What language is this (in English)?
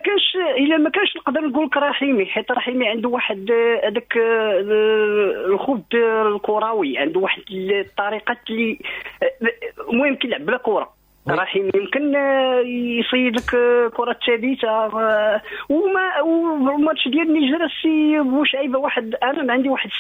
Moroccan Arabic